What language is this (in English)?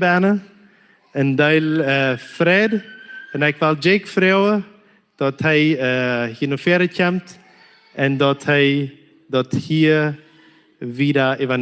Plautdietsch